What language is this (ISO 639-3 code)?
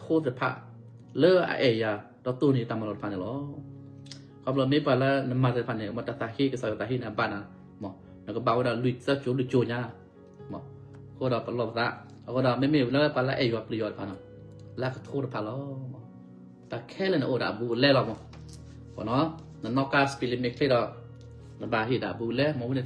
ksw